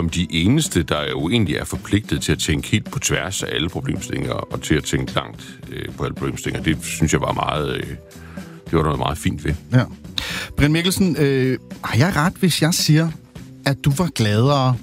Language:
Danish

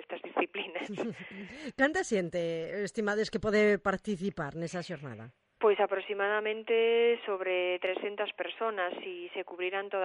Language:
Galician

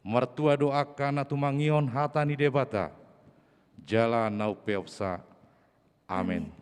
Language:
Batak Toba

